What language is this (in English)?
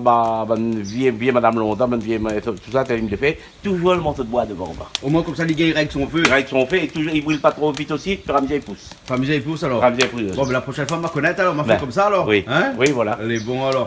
Réunion Creole French